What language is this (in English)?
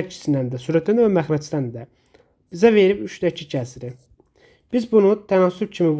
Azerbaijani